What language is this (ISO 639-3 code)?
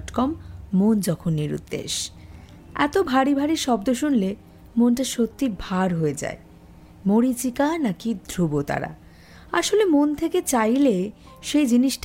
ben